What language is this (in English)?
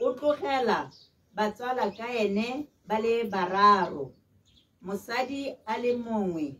Tswana